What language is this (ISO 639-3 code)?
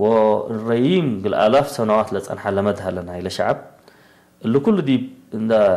tig